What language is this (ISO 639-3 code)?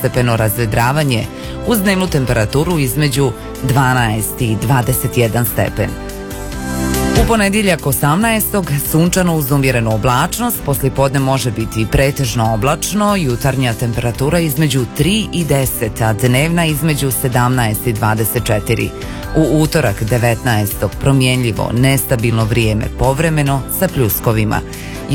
srp